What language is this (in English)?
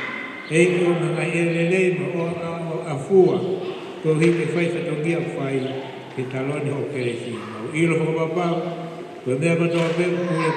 Tongan